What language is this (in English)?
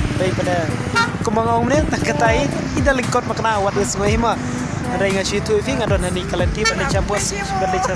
Khasi